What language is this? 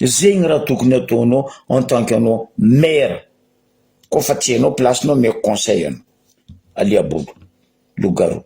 Malagasy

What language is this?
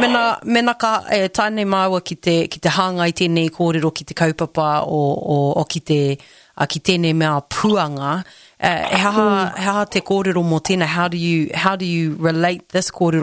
Māori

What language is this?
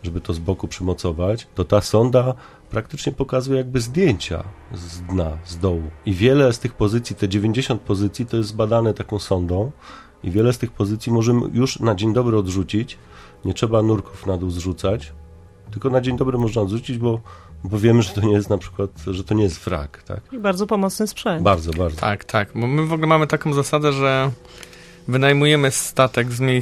Polish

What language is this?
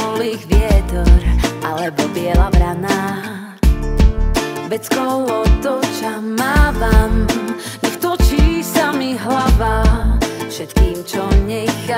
Slovak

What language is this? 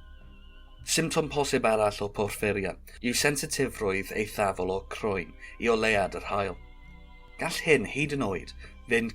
Welsh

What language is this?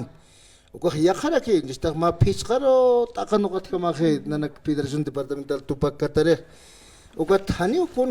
Aymara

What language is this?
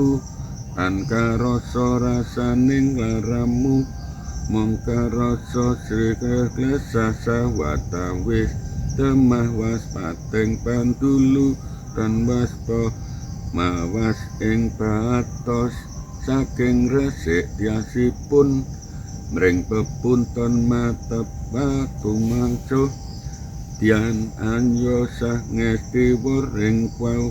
Javanese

